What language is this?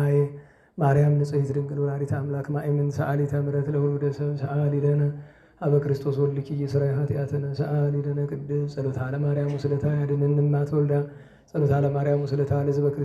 Amharic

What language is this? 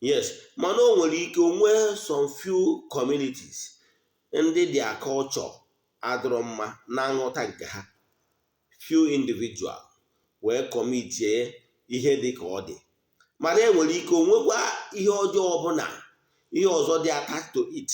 Igbo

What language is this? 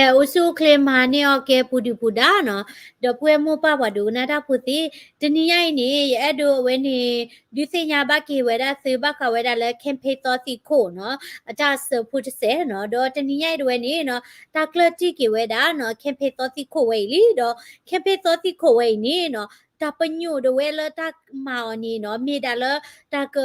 S'gaw Karen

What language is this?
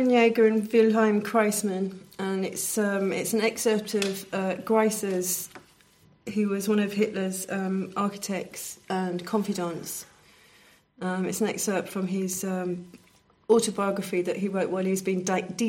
English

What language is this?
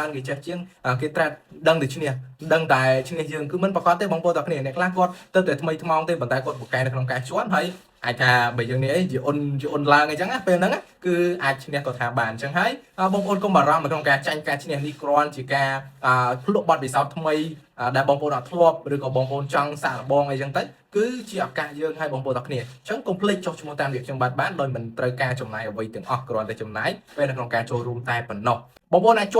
Khmer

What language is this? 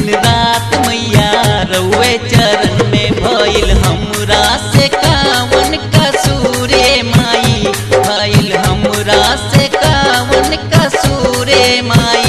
Bhojpuri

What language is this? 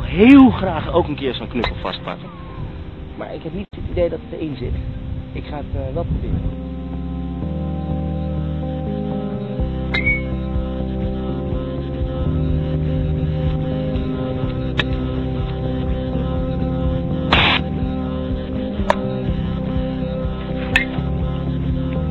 Dutch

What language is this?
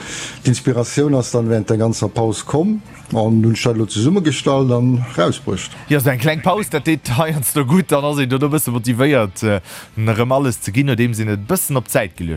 Luxembourgish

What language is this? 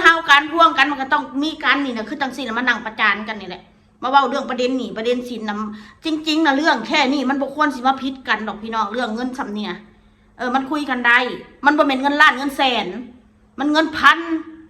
Northeastern Thai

